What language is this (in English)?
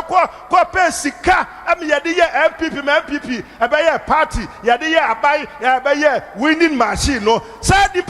Akan